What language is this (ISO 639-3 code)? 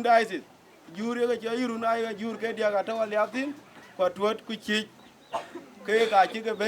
din